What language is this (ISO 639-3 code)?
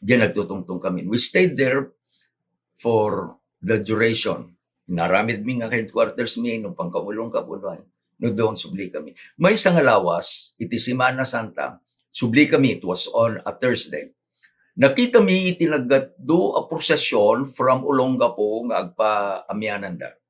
ilo